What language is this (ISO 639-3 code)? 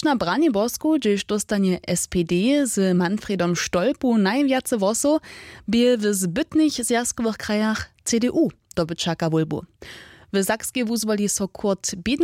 hsb